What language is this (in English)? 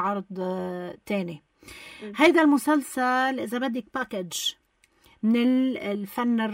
North Levantine Arabic